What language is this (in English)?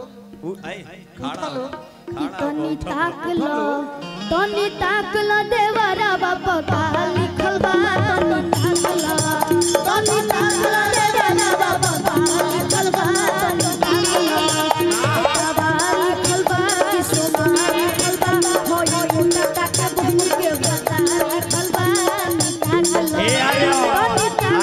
Bhojpuri